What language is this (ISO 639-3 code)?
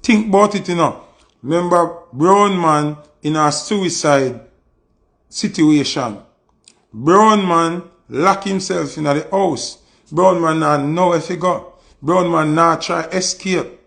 jam